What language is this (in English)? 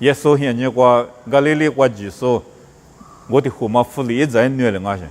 Lisu